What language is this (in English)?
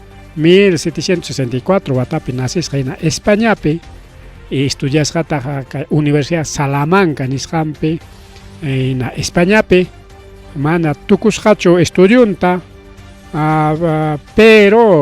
Ayacucho Quechua